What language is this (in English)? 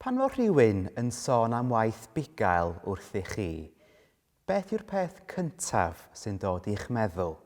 Welsh